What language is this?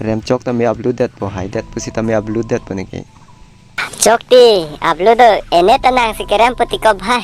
Karbi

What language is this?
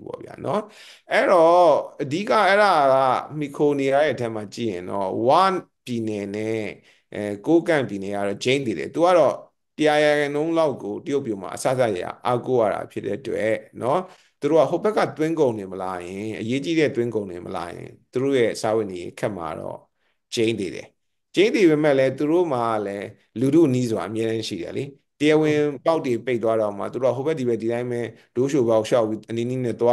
Burmese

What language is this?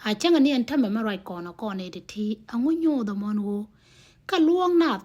Nuer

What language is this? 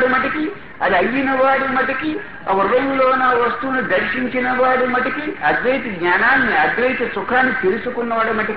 Telugu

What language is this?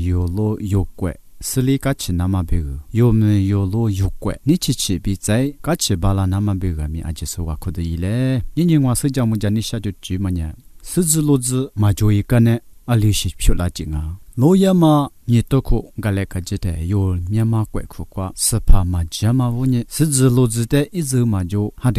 Lisu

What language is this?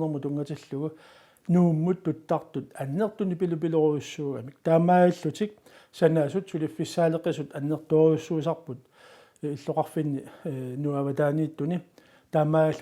Kalaallisut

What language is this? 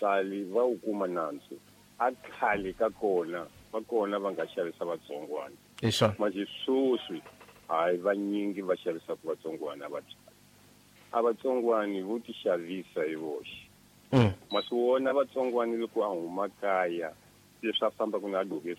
Tsonga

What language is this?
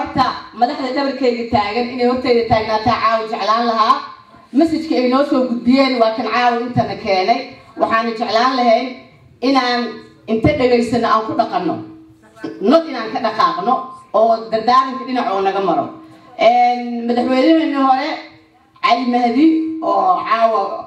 Somali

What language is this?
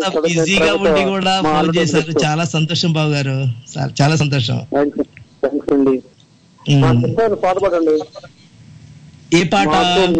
Telugu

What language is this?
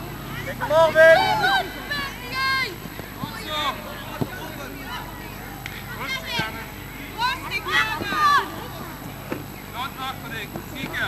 Dutch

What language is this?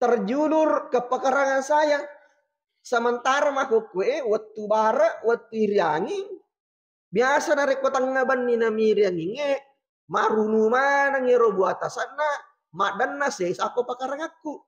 Buginese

